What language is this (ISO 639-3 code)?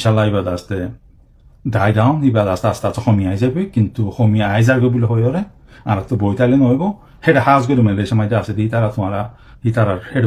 rhg